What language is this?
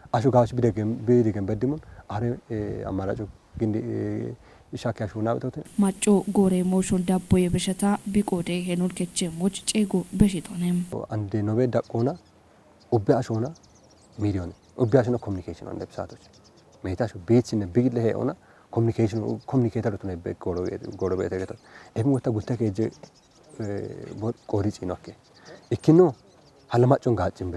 Kafa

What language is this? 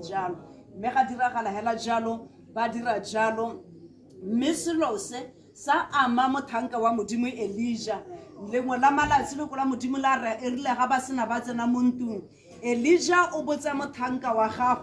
Tswana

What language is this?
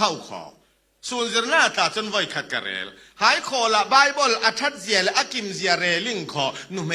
Falam Chin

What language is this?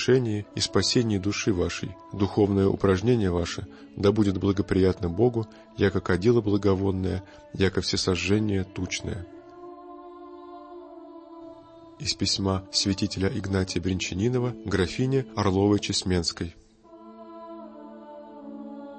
Russian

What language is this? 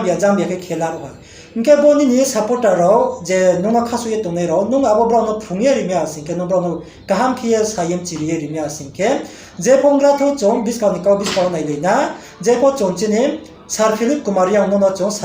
Riang (India)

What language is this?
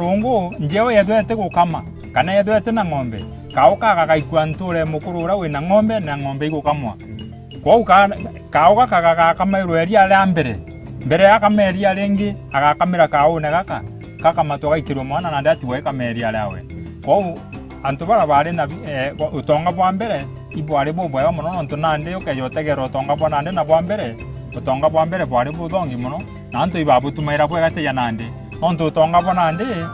Meru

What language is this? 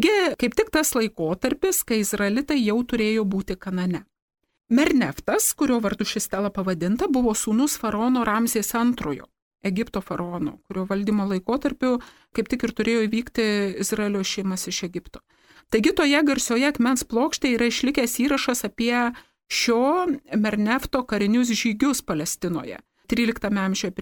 Lithuanian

